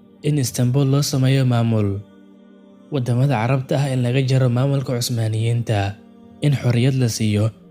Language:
Somali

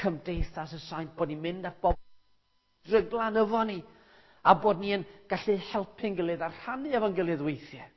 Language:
Welsh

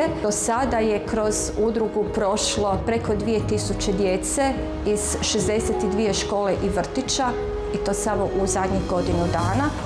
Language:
Croatian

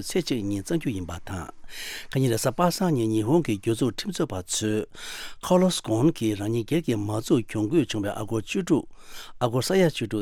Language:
Tibetan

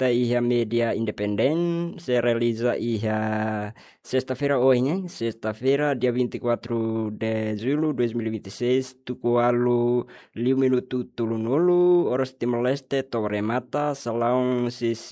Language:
Tetum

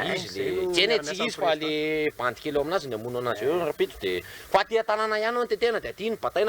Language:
Malagasy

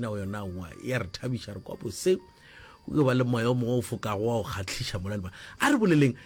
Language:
Northern Sotho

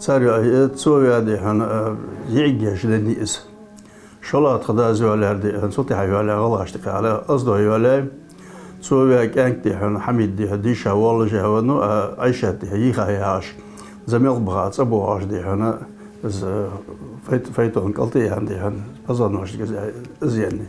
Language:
Ingush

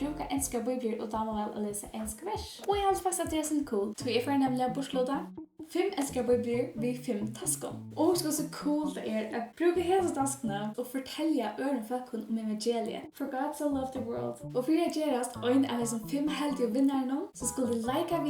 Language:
Faroese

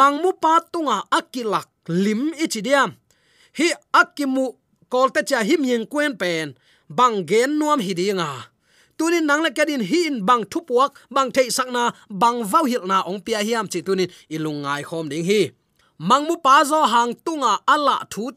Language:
Tedim Chin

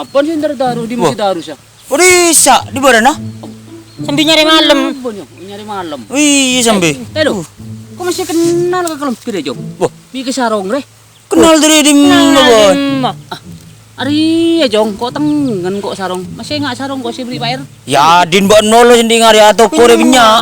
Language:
Madurese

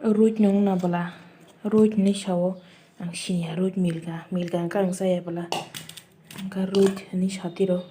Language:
Kok Borok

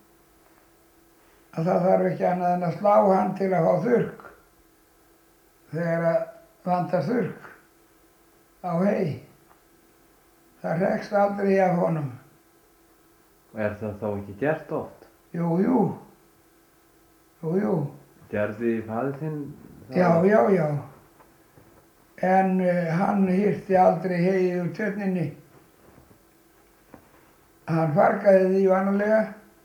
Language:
Icelandic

